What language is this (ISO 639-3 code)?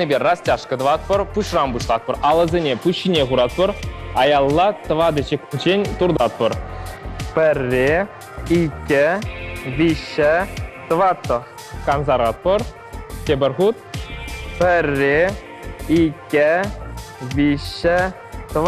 chv